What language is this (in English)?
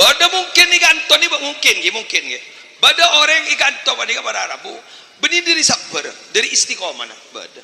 Madurese